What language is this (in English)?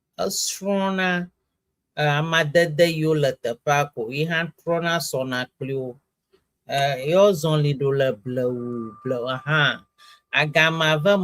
Ewe